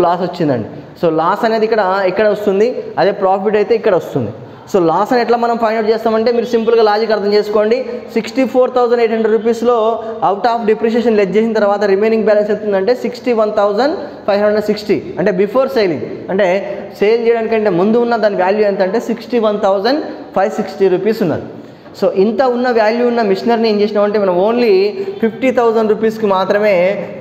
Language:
Telugu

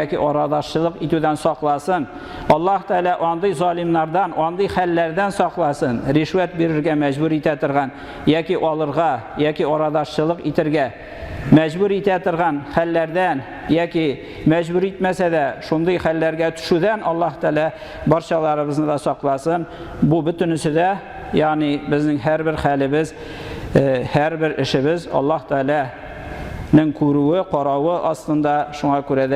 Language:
Tatar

